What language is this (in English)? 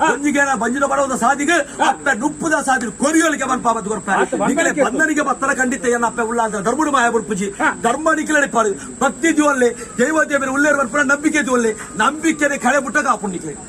Tulu